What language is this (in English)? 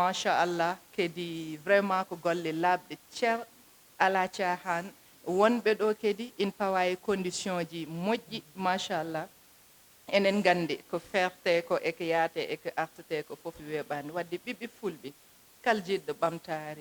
Fula